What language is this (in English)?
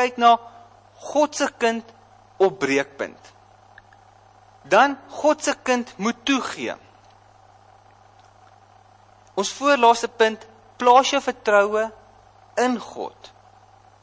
Afrikaans